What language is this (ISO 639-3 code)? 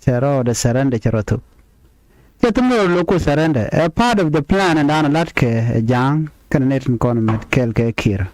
nus